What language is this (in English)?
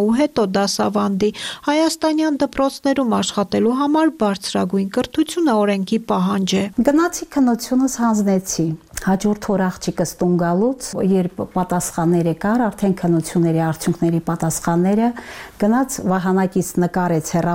Armenian